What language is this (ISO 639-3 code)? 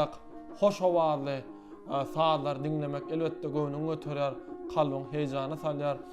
tuk